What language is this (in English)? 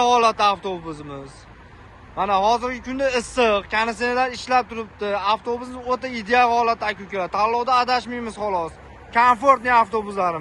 Uzbek